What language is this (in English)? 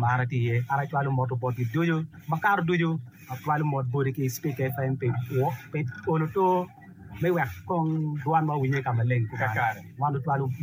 Acoli